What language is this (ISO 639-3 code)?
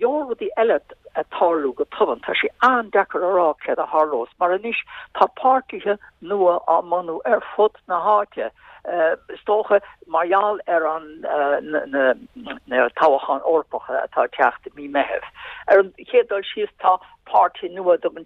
gle